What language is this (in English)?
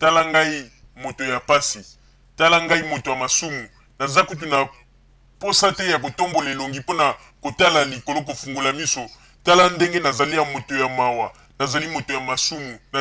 Lingala